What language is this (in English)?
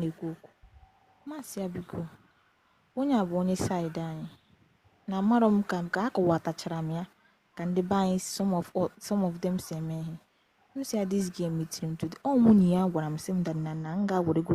Igbo